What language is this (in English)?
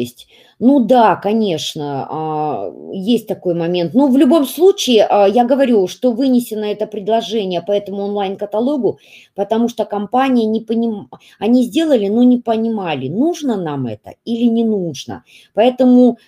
Russian